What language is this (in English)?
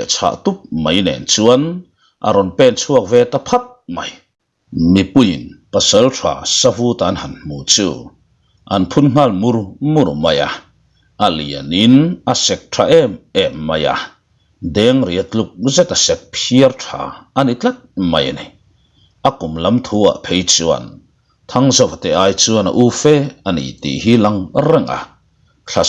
Mizo